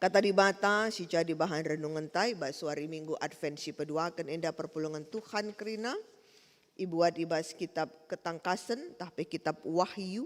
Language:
Batak Karo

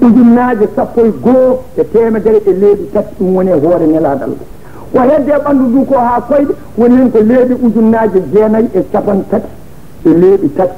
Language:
Fula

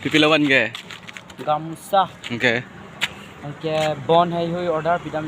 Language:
Karbi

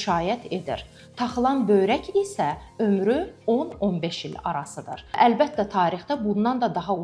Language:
Azerbaijani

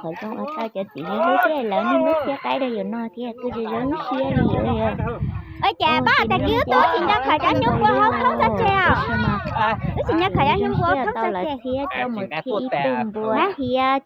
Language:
Hmong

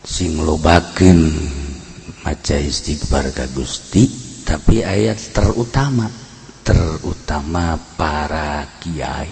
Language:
Sundanese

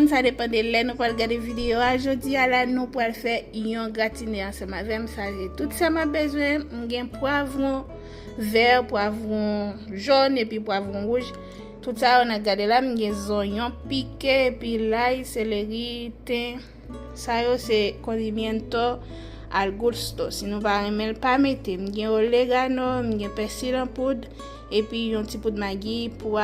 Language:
Haitian Creole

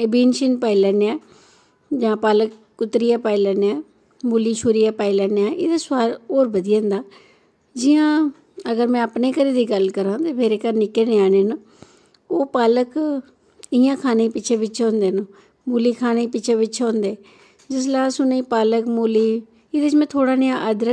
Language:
Dogri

